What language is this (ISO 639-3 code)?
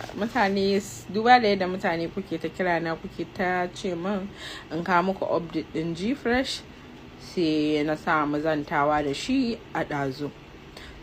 hau